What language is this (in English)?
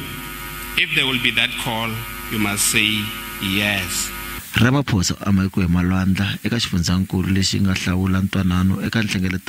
Tsonga